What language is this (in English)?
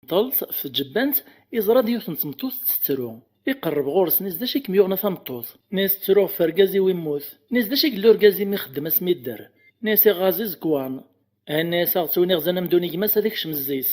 Kabyle